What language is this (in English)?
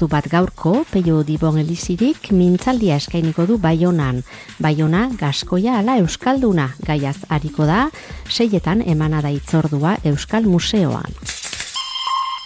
Basque